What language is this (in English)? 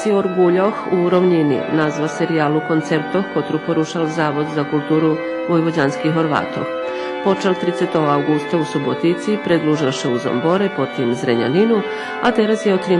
Rusyn